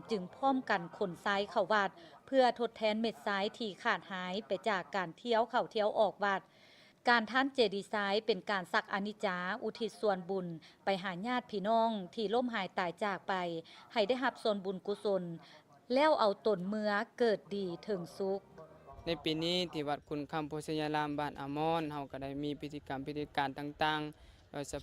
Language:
Lao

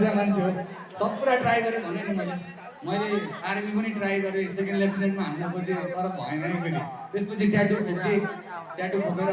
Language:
Nepali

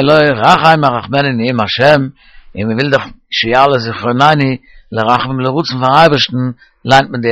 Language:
Yiddish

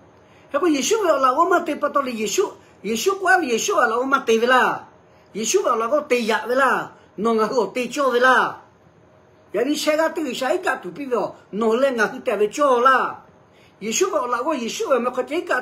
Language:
Lahu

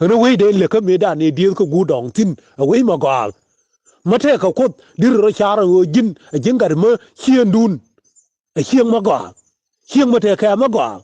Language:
Nuer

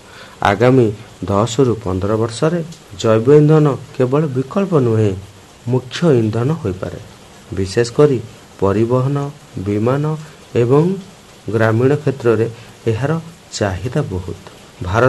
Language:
Odia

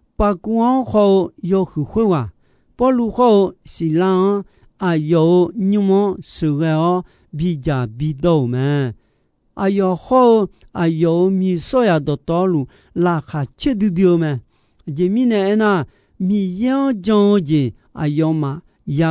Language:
Akha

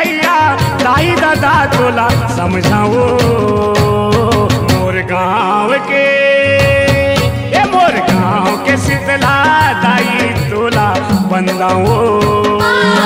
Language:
Chhattisgarhi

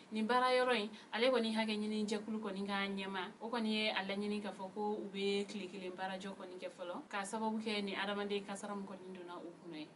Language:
Bambara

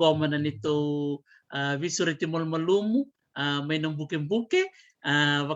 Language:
Fijian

